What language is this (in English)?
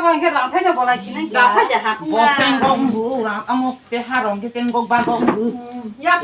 Kok Borok